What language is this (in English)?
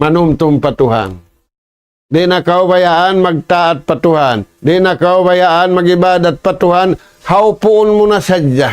Tausug